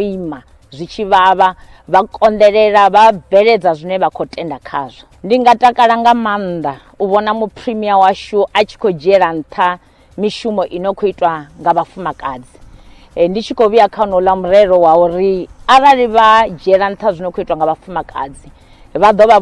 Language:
Venda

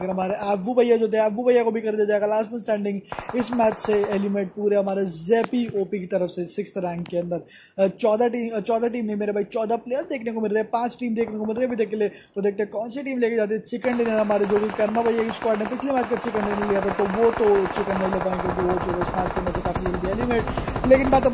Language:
Hindi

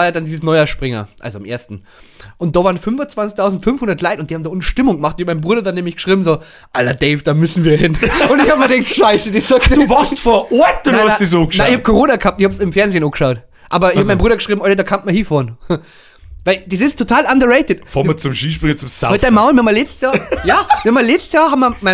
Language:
Bavarian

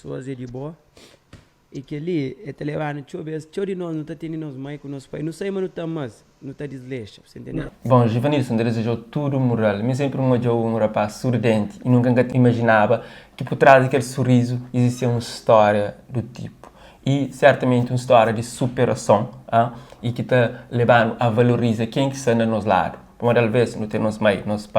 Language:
Kabuverdianu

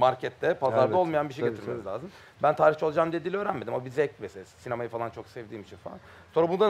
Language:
Turkish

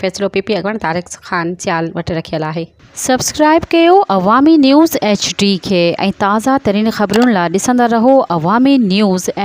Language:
Sindhi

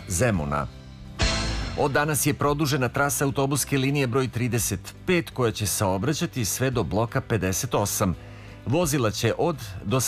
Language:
Serbian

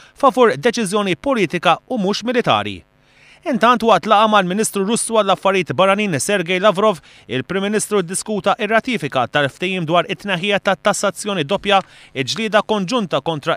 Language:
Maltese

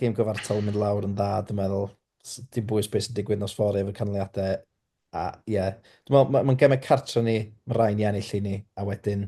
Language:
Welsh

